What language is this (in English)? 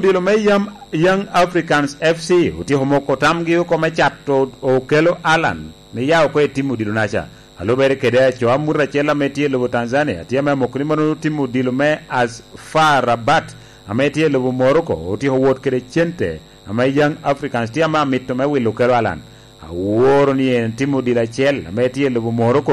Lango (Uganda)